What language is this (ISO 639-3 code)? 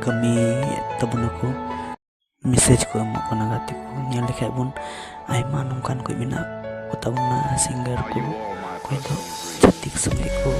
sat